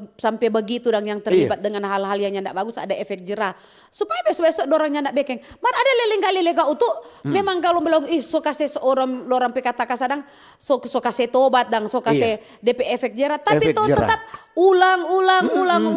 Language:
Manado Malay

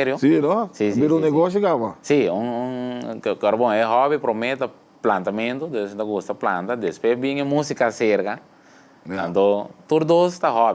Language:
Papiamento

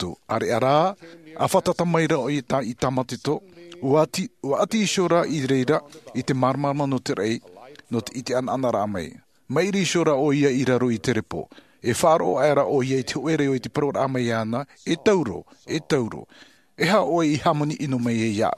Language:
Tahitian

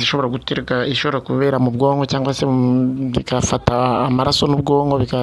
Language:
Kinyarwanda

